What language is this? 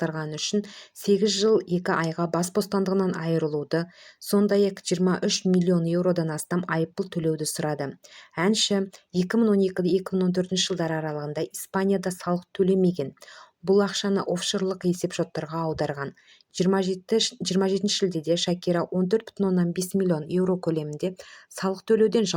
Kazakh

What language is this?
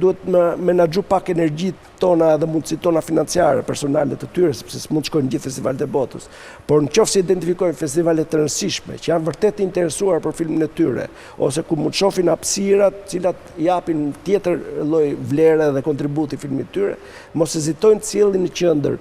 Albanian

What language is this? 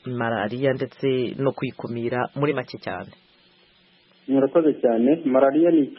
Kinyarwanda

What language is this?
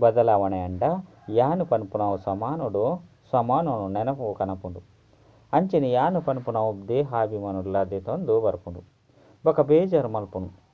Tulu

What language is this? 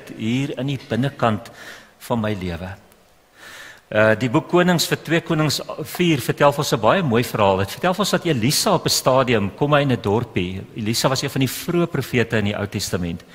Afrikaans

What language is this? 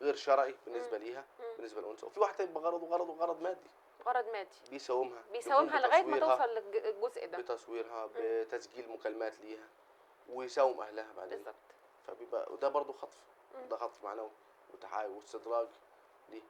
Egyptian Arabic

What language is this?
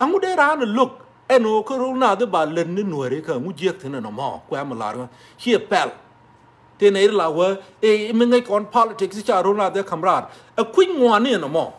Nuer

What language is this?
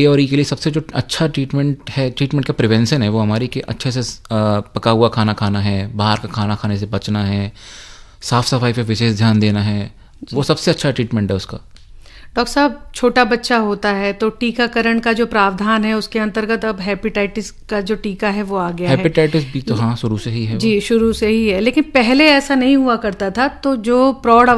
Hindi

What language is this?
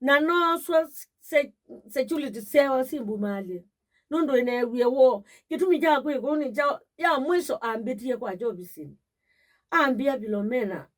Kamba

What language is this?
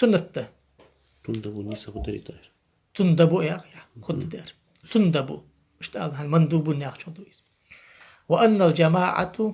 Ingush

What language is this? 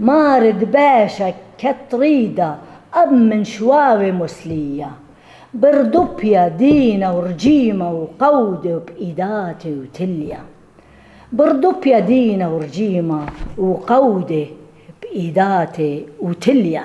Assyrian Neo-Aramaic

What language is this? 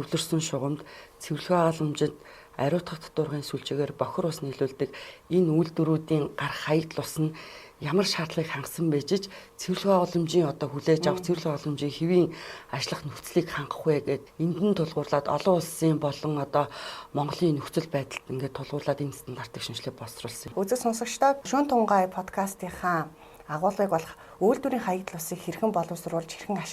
Mongolian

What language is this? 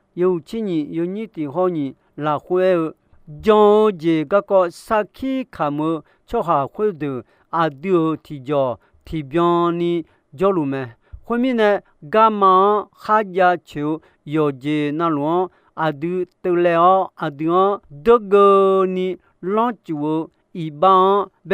Akha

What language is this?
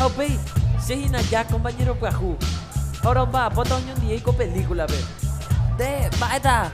Guarani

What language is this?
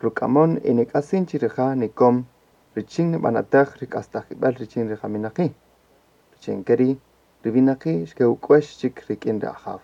Kaqchikel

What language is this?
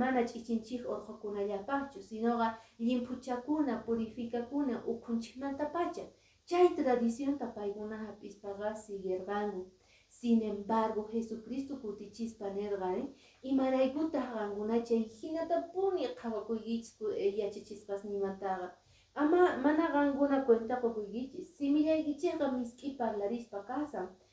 Quechua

